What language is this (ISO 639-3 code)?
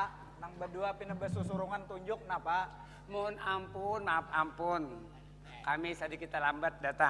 bjn